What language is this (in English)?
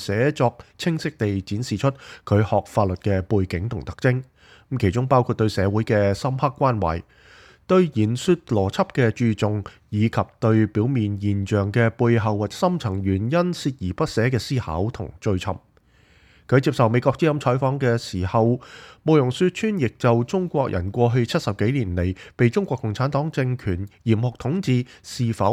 Cantonese